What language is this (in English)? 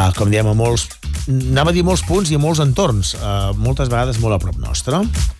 Catalan